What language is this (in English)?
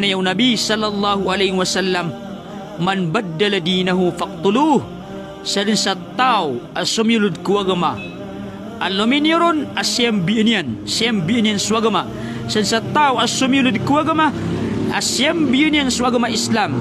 Maranao